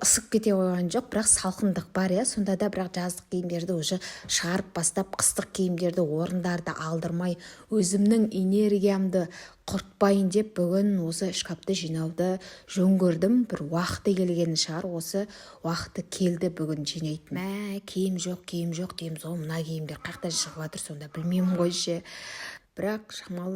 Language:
Kazakh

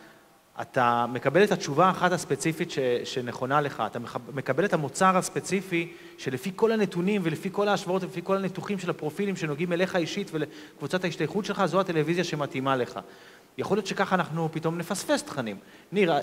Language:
Hebrew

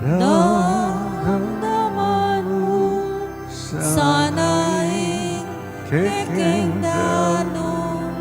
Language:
Pampanga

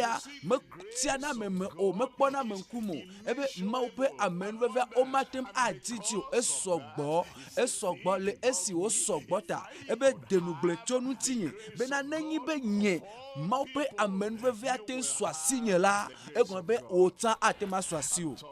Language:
Ewe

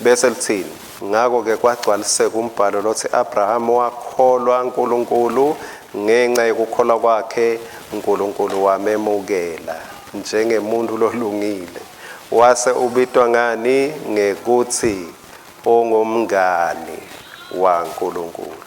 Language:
Swati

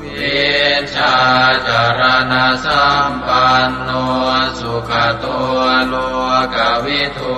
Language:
Pali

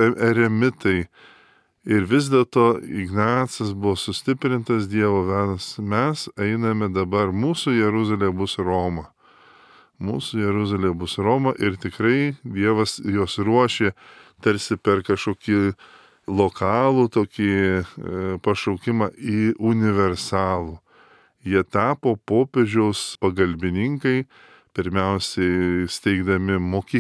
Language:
Lithuanian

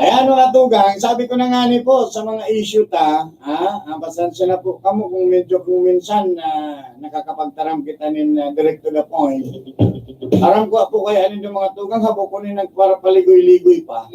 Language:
Bikol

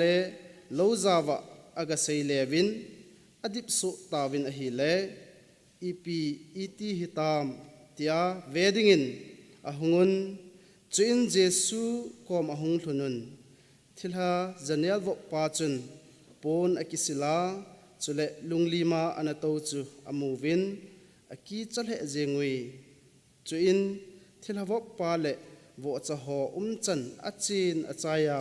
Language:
Thado Chin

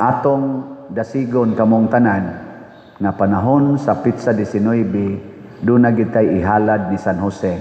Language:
Cebuano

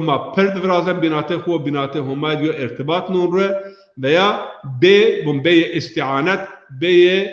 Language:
Zaza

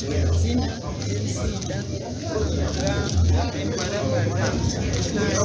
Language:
Nyankole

